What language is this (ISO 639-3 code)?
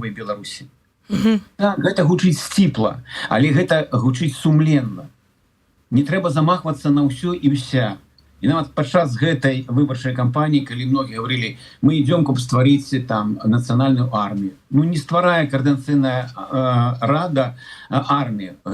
bel